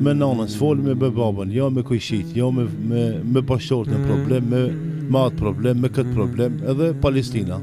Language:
Albanian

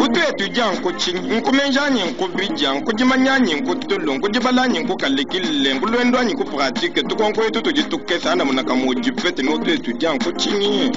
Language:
Luba-Lulua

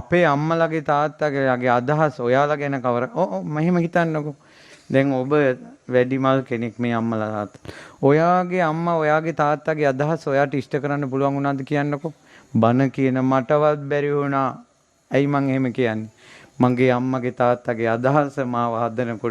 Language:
Sinhala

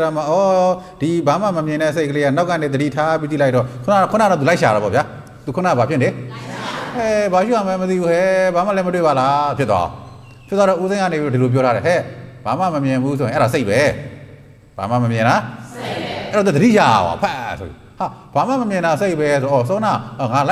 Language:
Burmese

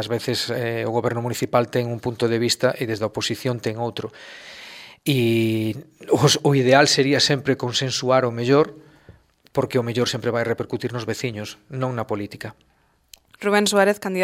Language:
Galician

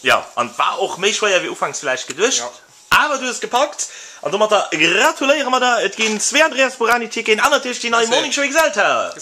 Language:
Luxembourgish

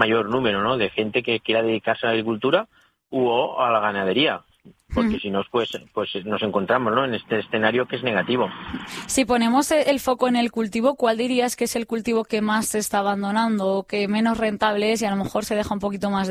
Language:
Spanish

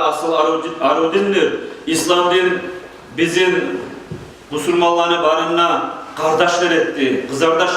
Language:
Kumyk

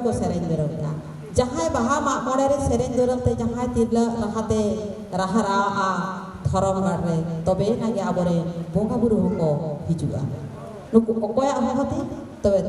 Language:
Santali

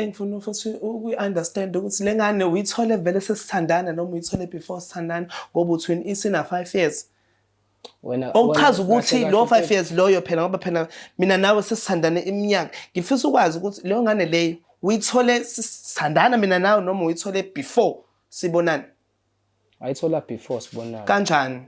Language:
Zulu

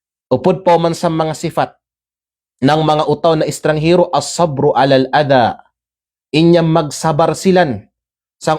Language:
Kalagan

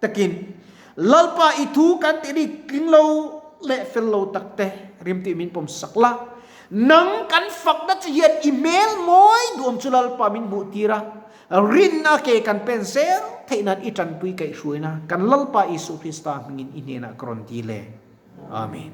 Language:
Mizo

